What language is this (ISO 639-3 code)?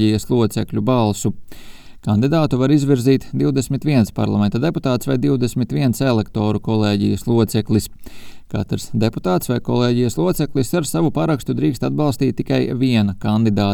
lav